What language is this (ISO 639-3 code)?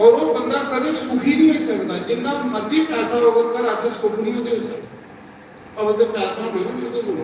doi